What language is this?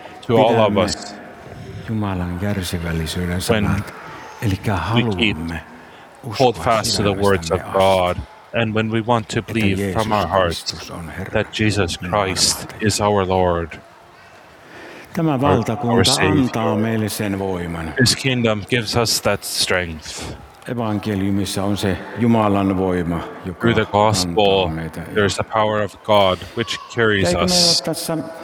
Finnish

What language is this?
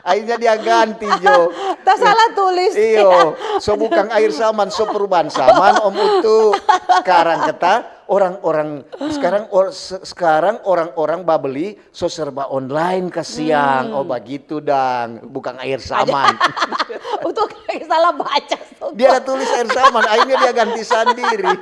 Manado Malay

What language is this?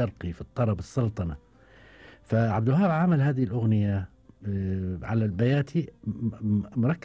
Gulf Arabic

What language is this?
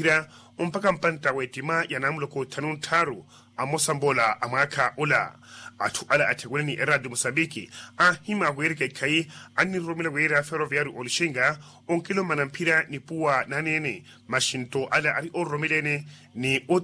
Makhuwa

